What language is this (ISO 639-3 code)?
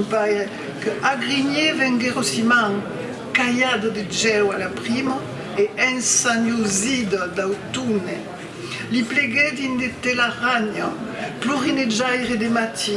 oci